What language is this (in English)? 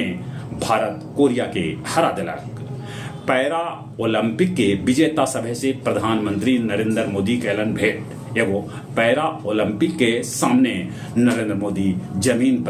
Magahi